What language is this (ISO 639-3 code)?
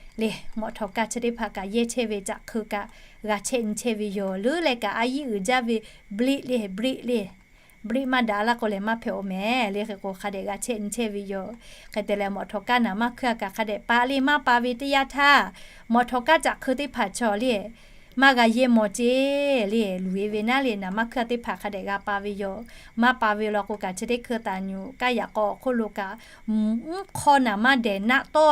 lhu